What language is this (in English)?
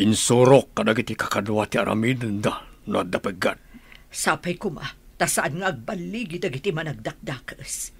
Iloko